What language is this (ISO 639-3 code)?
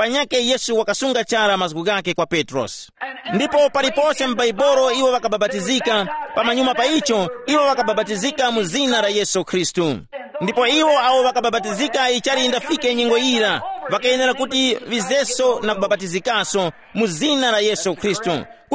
tum